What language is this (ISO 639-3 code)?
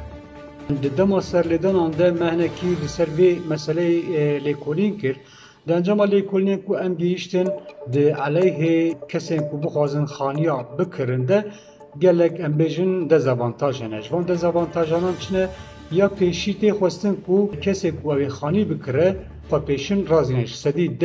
kur